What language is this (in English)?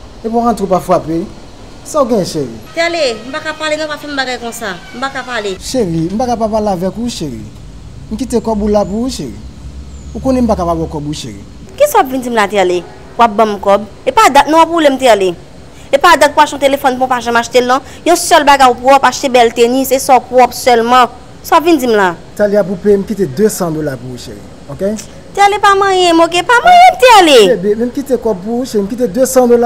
Haitian Creole